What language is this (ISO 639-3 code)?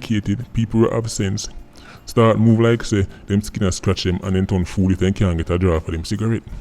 jam